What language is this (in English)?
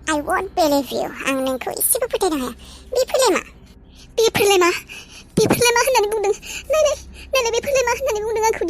Bodo